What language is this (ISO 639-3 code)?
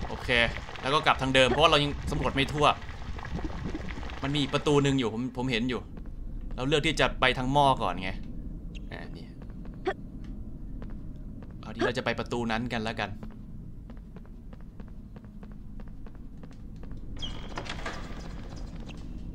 tha